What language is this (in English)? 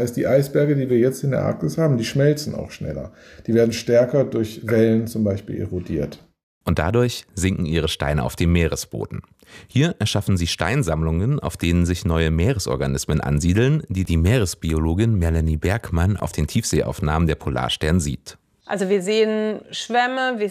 German